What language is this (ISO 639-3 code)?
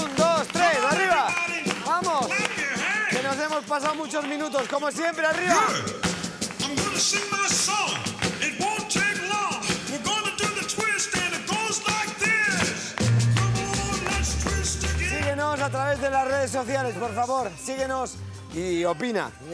spa